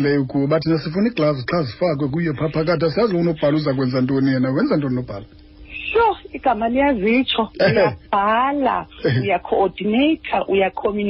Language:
Xhosa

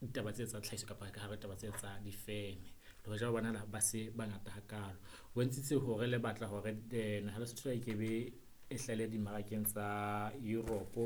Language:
Southern Sotho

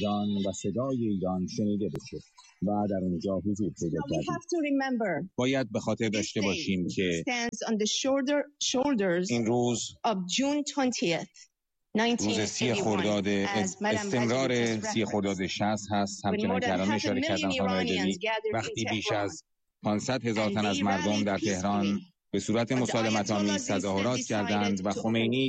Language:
Persian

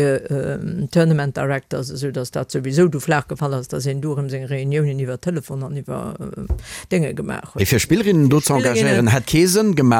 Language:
Luxembourgish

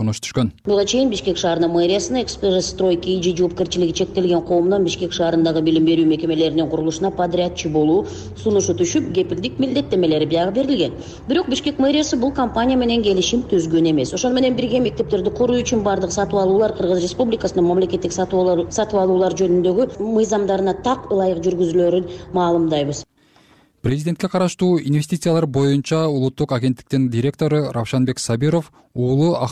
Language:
Kyrgyz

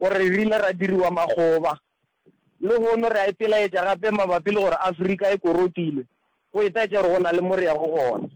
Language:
Northern Sotho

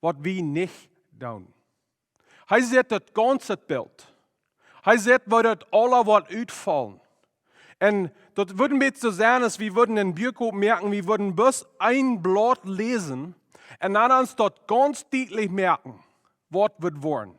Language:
Plautdietsch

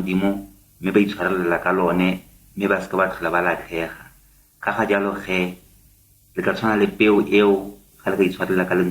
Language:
Tswana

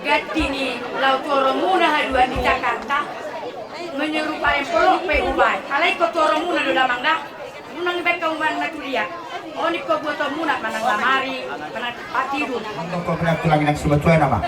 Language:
Batak Toba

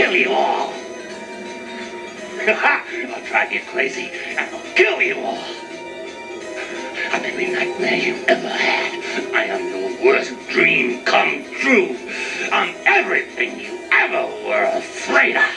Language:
English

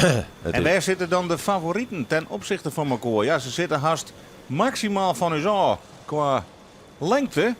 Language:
Western Frisian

